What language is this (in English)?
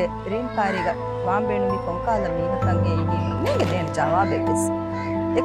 Divehi